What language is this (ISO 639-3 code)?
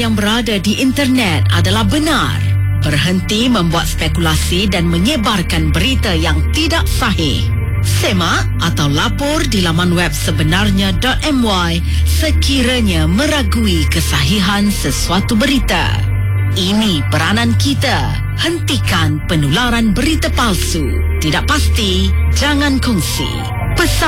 msa